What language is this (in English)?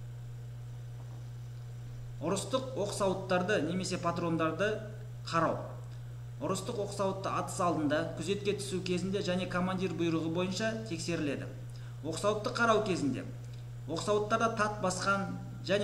Kazakh